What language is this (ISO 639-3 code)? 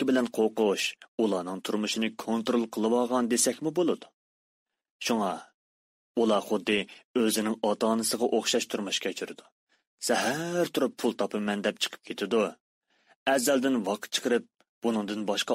uig